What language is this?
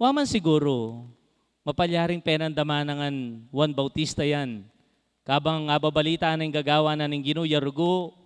Pampanga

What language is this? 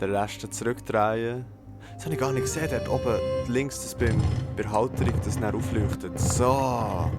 Swiss German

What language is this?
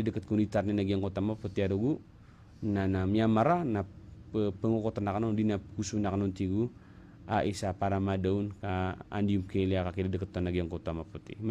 Maranao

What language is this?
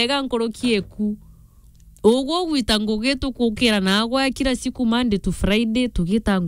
Meru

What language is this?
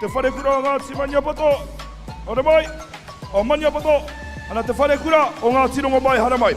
Māori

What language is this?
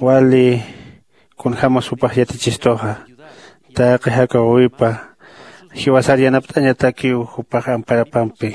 Aymara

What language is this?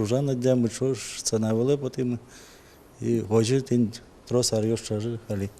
Udmurt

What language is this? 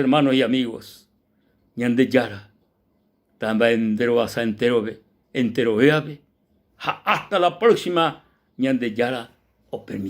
Guarani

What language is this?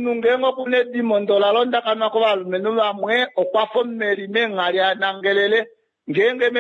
Kuanyama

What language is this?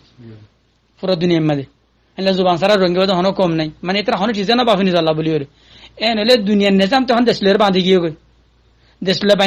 Rohingya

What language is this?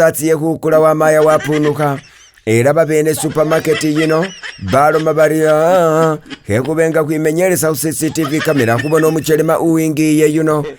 Masaaba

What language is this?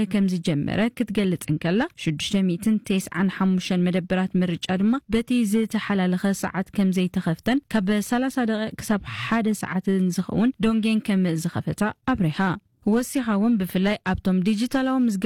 Tigrinya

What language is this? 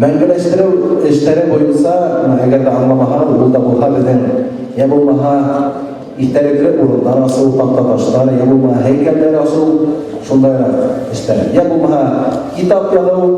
Bashkir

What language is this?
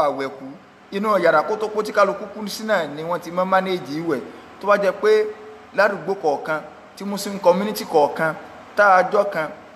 Yoruba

